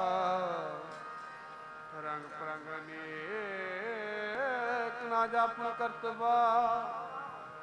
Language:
Punjabi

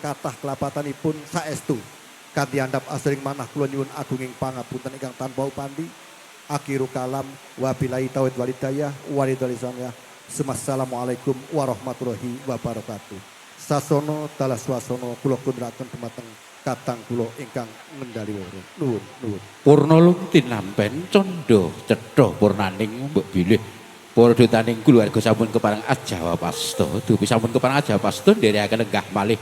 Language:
Javanese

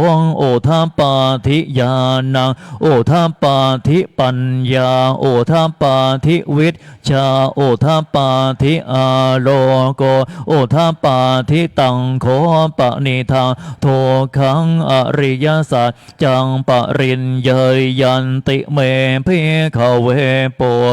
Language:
Pali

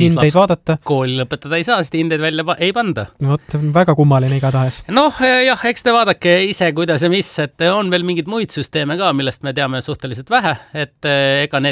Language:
Estonian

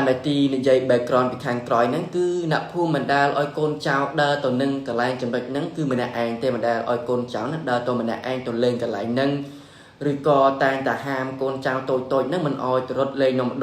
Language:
Khmer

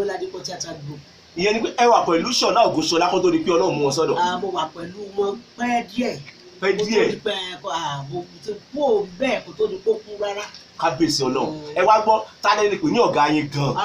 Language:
Yoruba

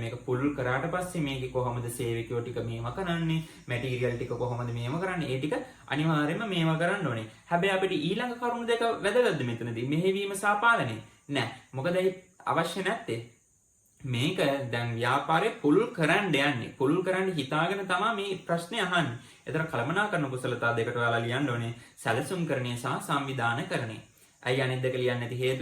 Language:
Sinhala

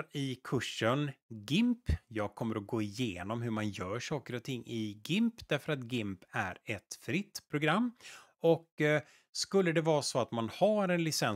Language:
Swedish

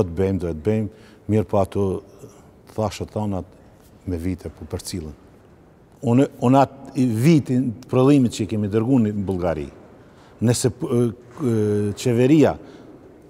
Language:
Albanian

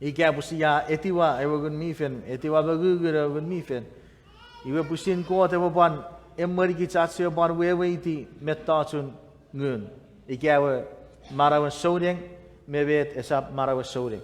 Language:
Chuukese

